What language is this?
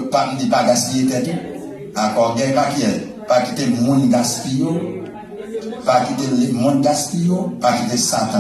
Haitian Creole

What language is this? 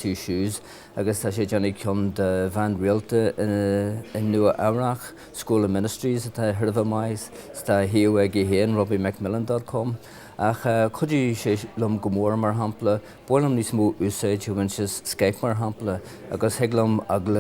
Irish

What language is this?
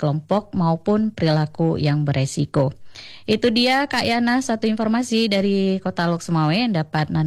Indonesian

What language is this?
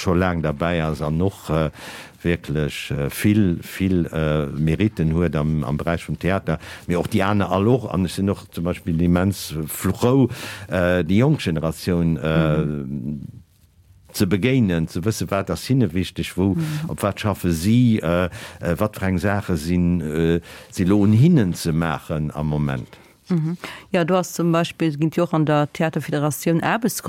Luxembourgish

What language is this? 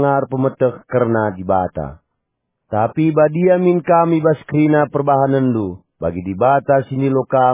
Batak Karo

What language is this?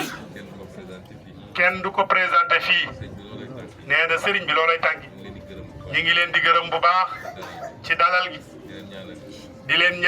Wolof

